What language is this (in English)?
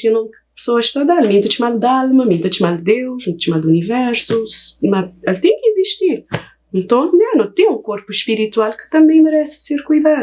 Kabuverdianu